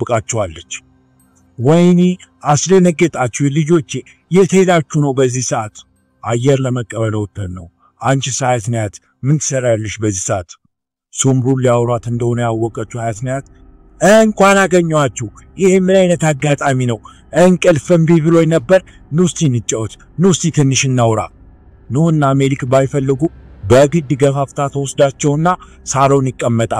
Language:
Amharic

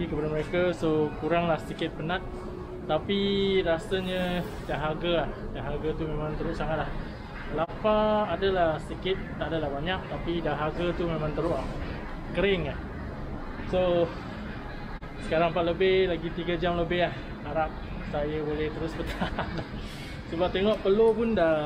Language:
Malay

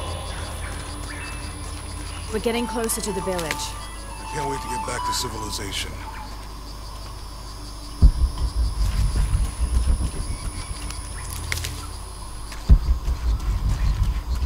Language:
English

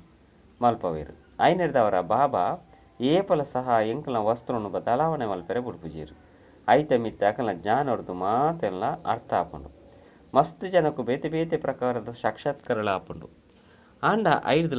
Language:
Tulu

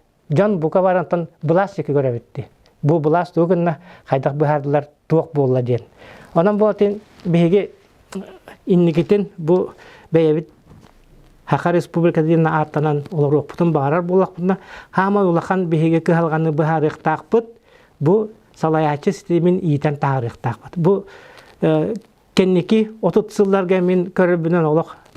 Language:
Yakut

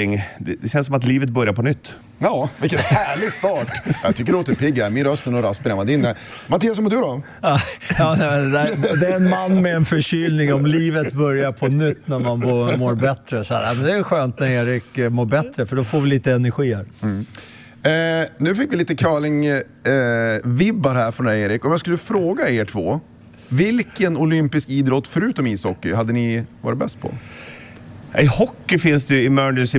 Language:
Swedish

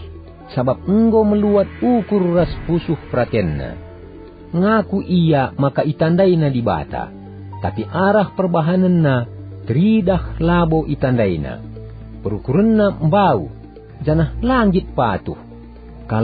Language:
Batak Karo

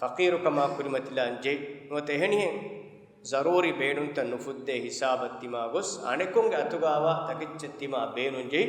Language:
Divehi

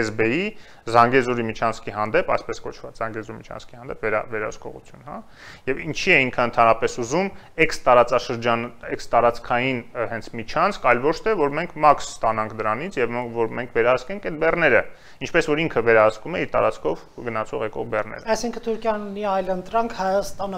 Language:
Armenian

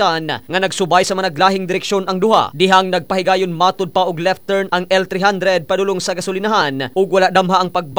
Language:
Cebuano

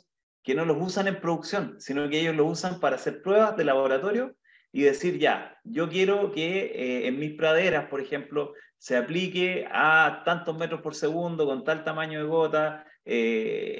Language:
Spanish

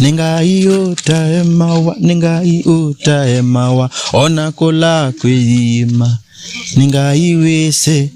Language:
Kamba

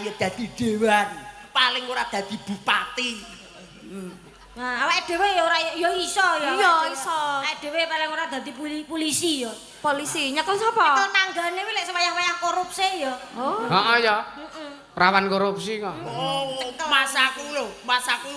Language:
Javanese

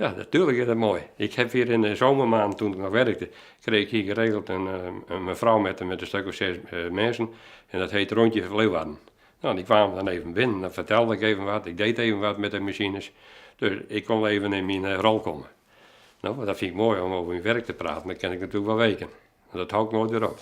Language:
Western Frisian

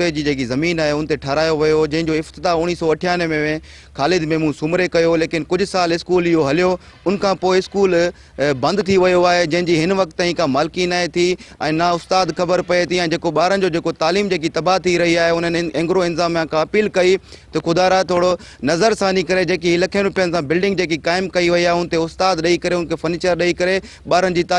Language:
Sindhi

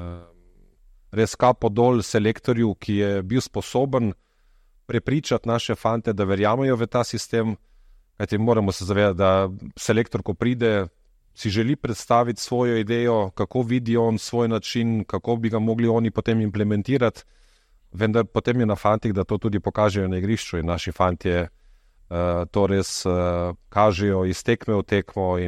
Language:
Slovenian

